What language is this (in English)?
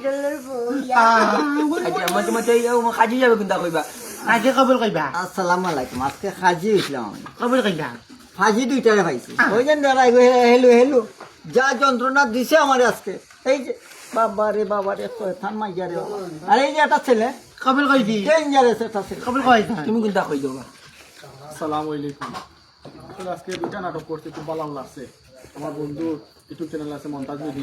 Sylheti